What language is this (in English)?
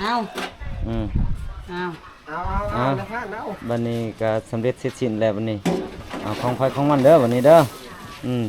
Lao